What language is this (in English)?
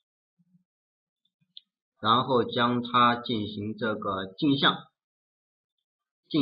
Chinese